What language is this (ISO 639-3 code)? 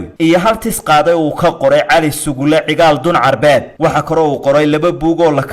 som